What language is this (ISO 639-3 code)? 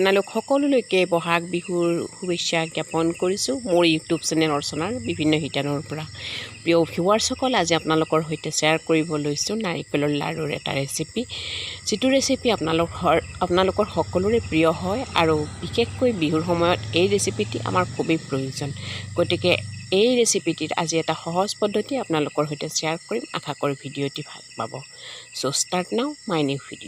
asm